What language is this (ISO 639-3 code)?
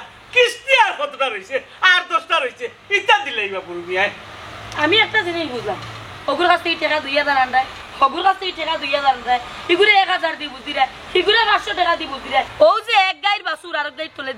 syl